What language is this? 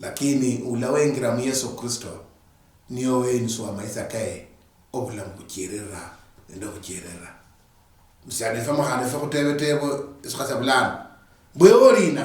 Luyia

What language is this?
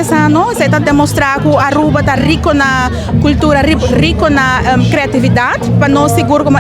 Papiamento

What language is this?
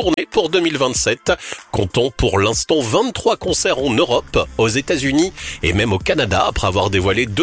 French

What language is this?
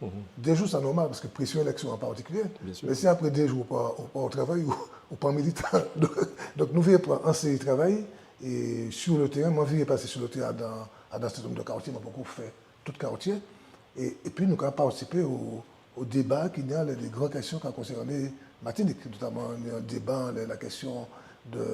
Guadeloupean Creole French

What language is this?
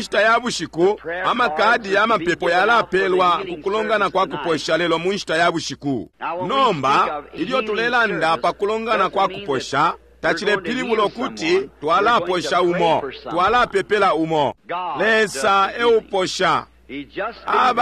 Bemba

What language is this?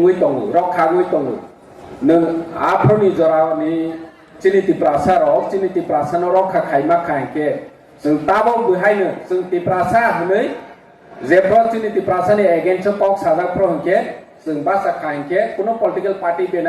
Kok Borok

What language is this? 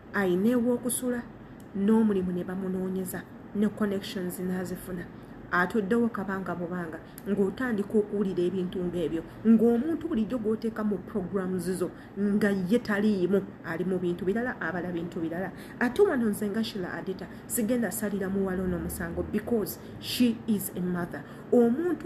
Ganda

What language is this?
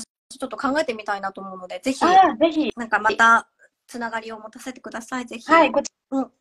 Japanese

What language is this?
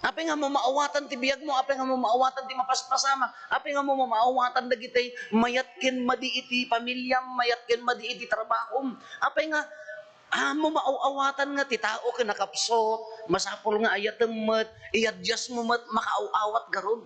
Iloko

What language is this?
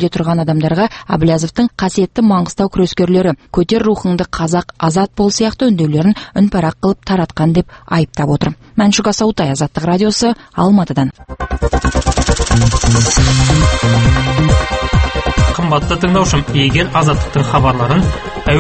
Kazakh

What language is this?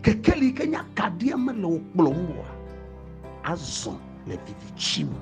Ewe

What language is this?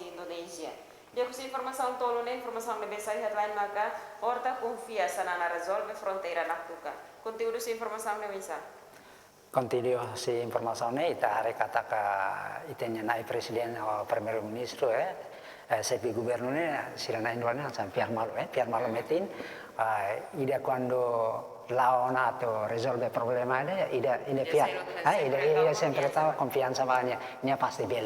Tetum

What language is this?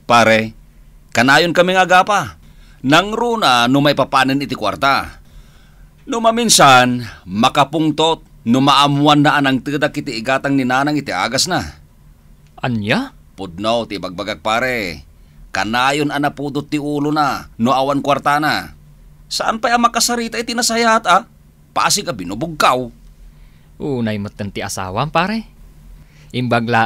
Iloko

